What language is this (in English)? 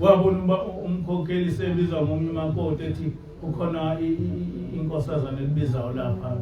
Zulu